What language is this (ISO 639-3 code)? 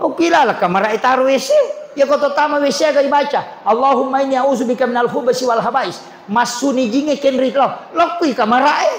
bug